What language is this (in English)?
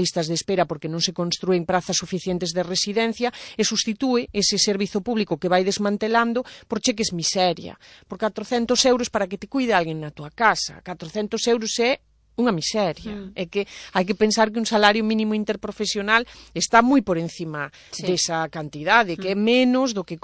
Galician